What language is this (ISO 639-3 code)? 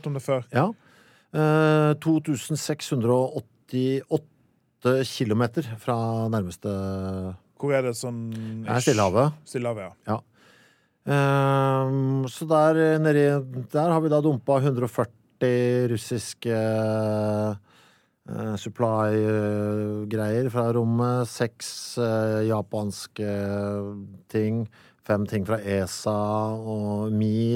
nor